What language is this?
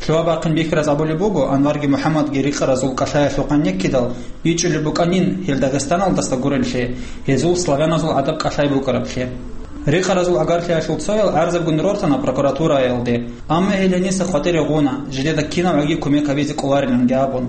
Avaric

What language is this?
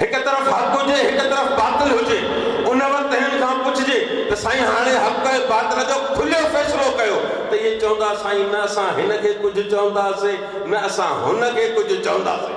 Sindhi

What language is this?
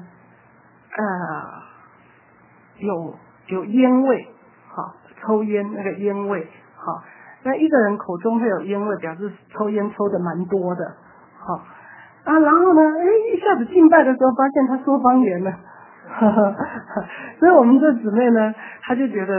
Chinese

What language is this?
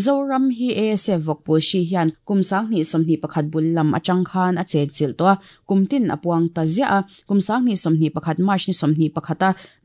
Mizo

